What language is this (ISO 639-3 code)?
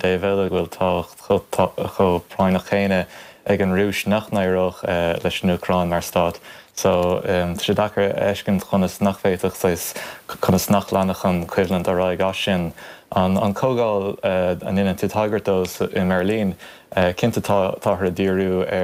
gle